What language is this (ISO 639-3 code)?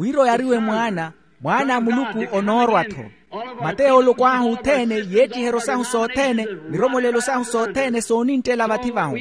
vmw